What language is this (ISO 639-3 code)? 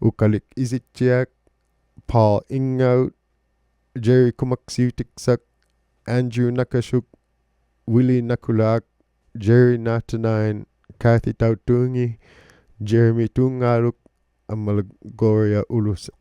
iku